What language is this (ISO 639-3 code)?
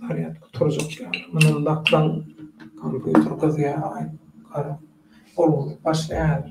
tuk